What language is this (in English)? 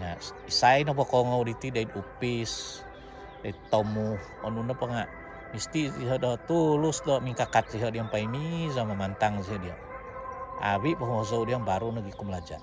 Central Dusun